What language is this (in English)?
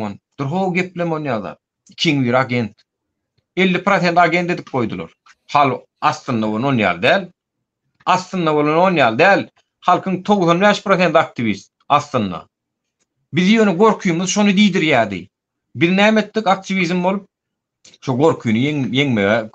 Turkmen